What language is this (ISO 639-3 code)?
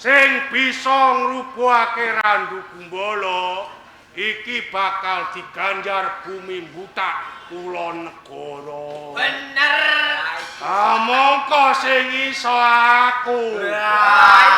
jav